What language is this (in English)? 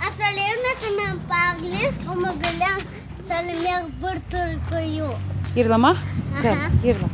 Crimean Tatar